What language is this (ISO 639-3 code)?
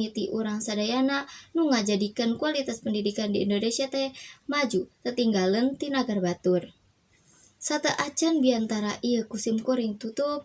sun